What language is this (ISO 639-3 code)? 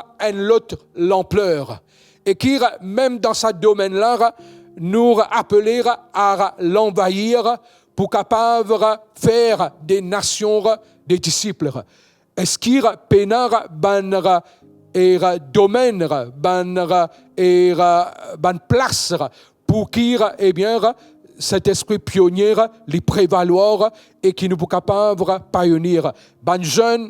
mfe